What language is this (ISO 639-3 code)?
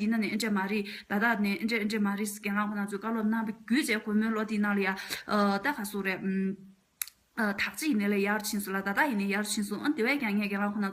bod